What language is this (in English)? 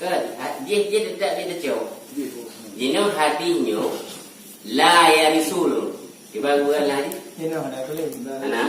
Achinese